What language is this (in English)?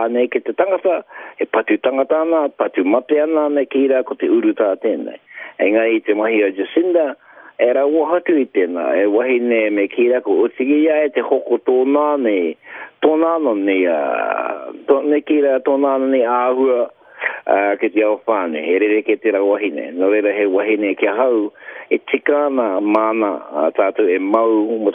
Māori